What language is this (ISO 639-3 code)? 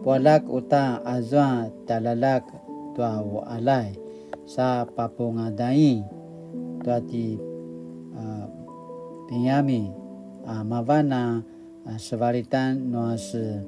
pwn